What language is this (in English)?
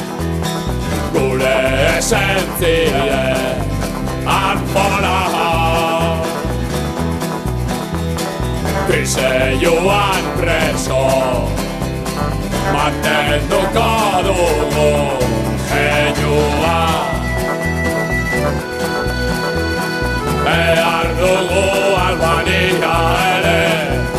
Basque